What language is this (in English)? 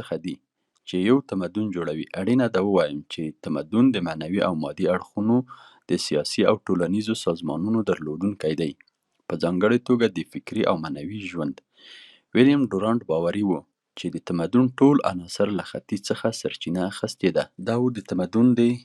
Pashto